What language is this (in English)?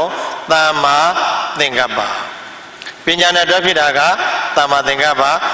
Burmese